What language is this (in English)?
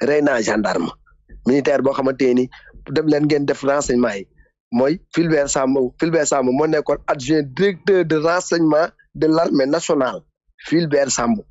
Wolof